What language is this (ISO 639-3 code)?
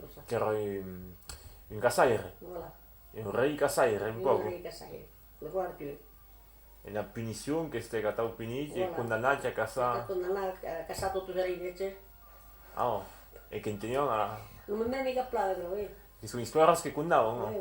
oci